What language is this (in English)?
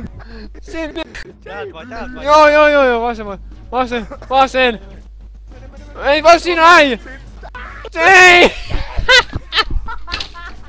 Finnish